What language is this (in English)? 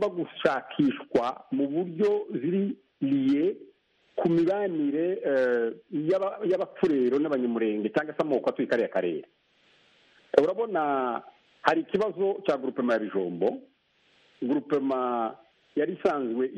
Kinyarwanda